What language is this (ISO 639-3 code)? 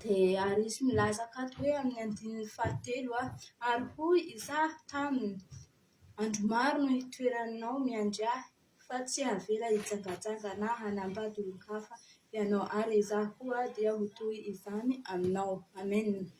mlg